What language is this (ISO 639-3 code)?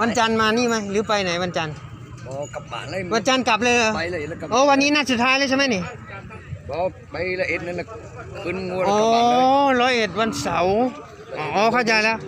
tts